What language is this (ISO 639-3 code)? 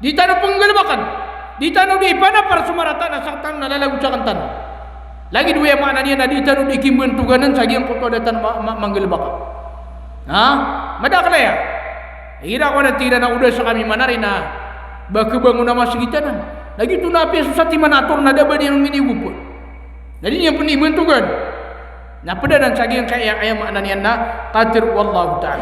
mrw